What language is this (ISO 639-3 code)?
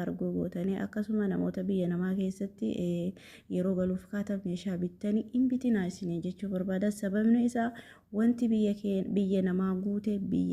orm